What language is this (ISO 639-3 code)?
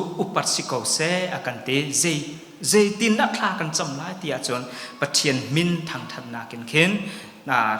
cnh